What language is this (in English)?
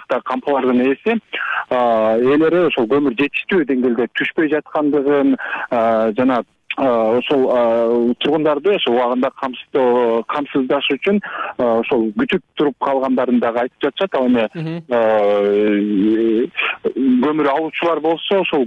Kyrgyz